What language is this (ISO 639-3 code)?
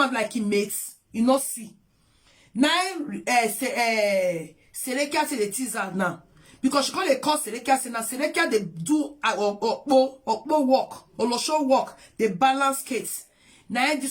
pcm